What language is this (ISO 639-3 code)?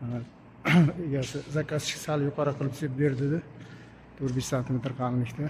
uzb